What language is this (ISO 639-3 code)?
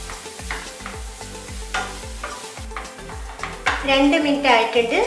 mal